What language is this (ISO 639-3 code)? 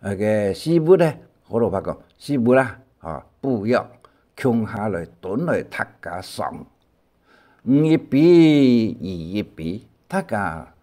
hak